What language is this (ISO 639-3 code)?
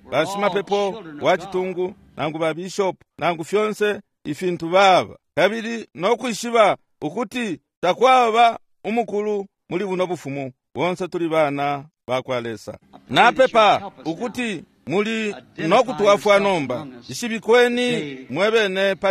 bem